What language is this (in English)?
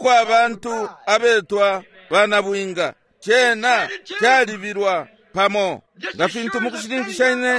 Bemba